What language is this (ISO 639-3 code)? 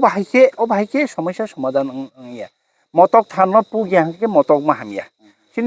trp